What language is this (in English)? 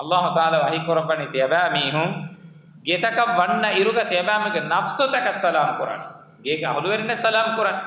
Divehi